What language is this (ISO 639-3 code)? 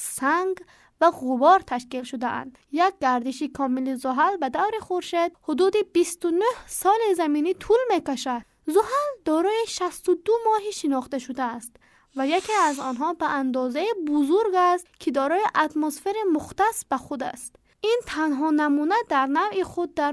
tgk